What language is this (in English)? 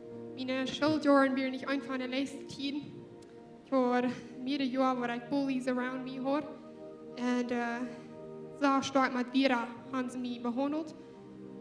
Plautdietsch